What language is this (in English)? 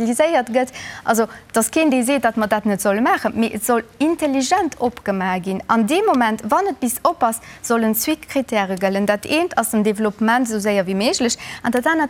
Luxembourgish